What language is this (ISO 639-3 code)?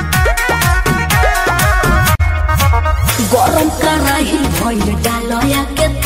bho